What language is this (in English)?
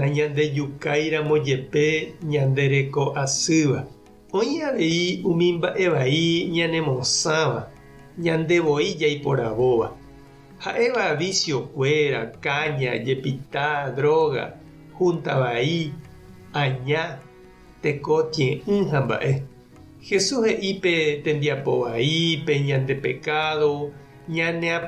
Guarani